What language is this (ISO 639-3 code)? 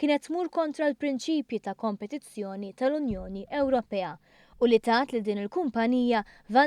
mlt